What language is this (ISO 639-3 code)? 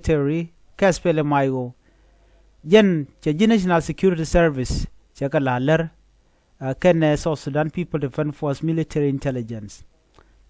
nus